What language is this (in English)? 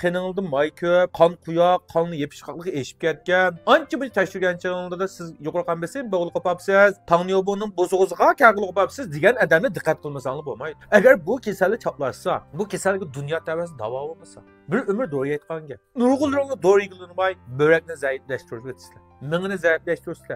Uyghur